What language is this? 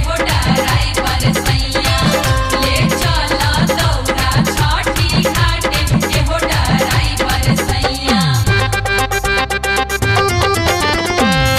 Bhojpuri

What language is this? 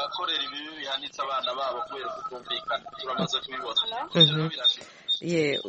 Kinyarwanda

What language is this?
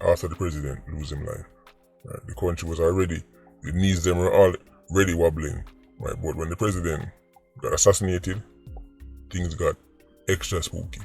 Jamaican Creole English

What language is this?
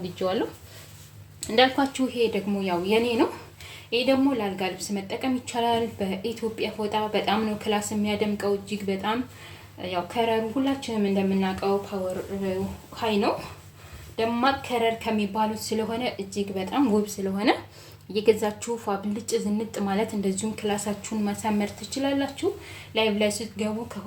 Amharic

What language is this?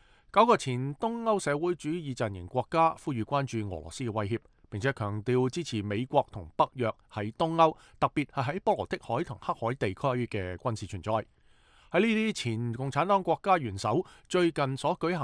Cantonese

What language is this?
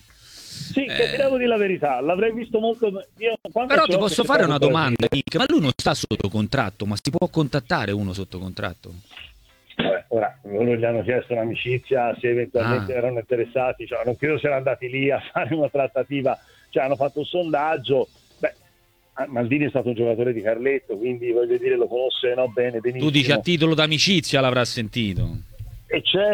Italian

